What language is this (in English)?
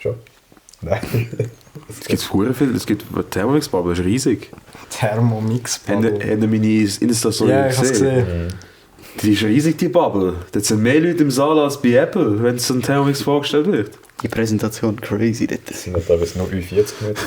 Swiss German